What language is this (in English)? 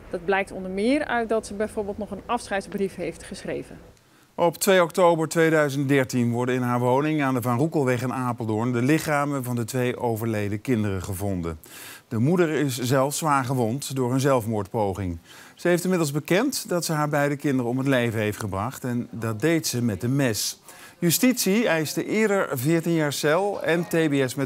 Dutch